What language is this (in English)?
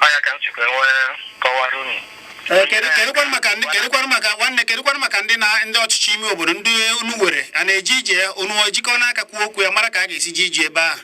Igbo